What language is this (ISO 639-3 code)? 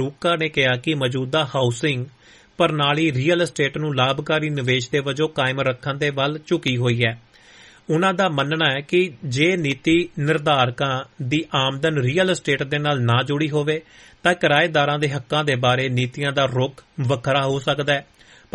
pan